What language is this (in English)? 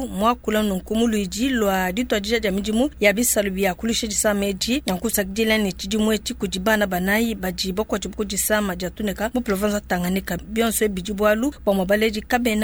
Luba-Lulua